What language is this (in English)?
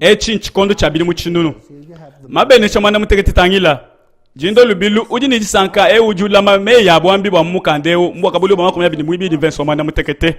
Luba-Lulua